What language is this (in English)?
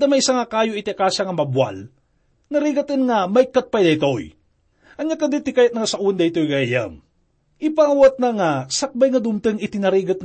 Iloko